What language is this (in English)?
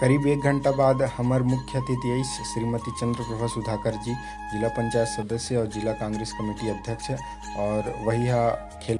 Chhattisgarhi